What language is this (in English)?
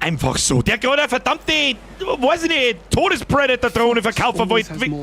Bavarian